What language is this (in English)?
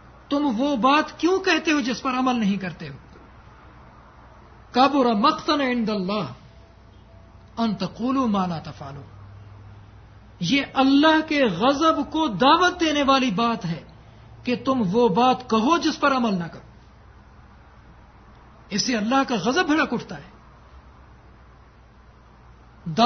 Urdu